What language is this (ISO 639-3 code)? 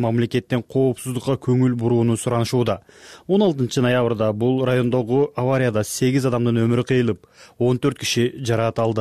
kir